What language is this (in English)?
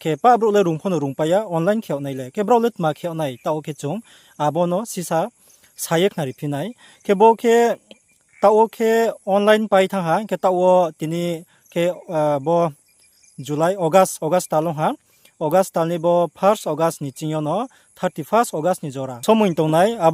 Riang (India)